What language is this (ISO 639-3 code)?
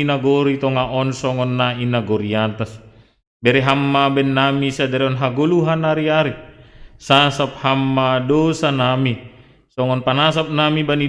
bts